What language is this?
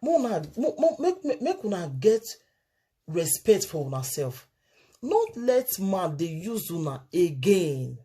Nigerian Pidgin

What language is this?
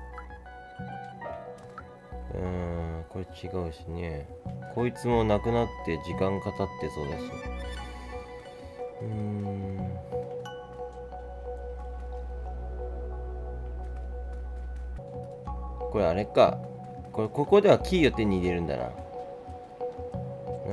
Japanese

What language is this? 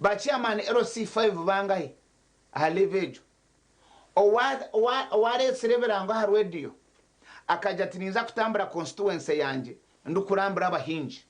Nyankole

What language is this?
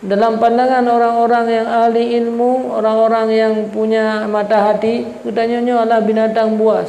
Achinese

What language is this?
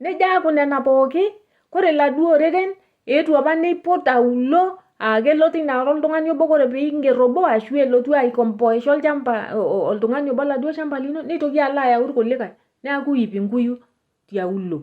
Masai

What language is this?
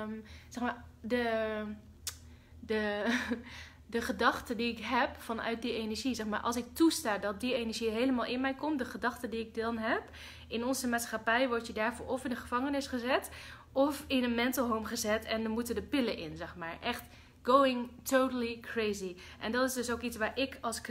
Dutch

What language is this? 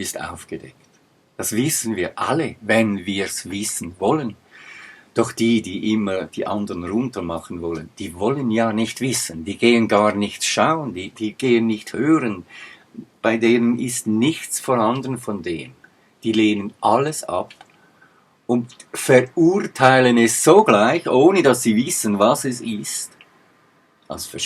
Swiss German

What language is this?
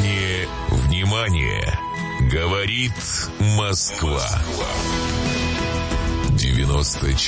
Russian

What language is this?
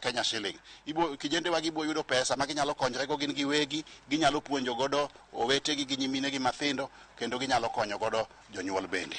Luo (Kenya and Tanzania)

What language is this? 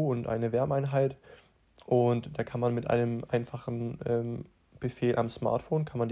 German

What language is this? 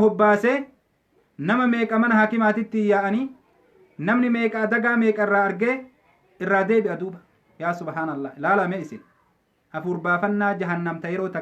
Oromo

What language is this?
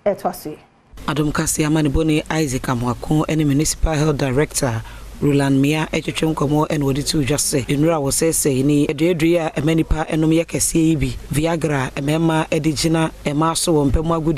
Akan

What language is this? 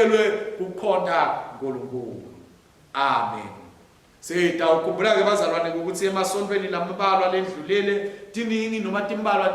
Swati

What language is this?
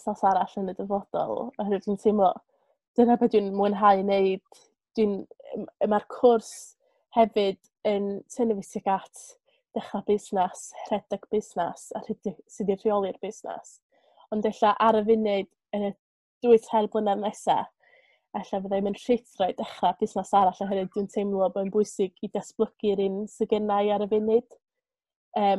Welsh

